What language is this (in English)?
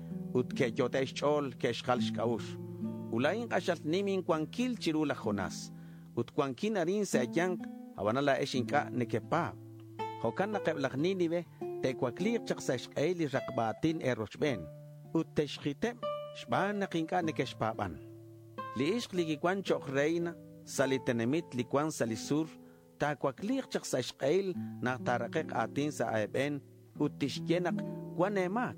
Kekchí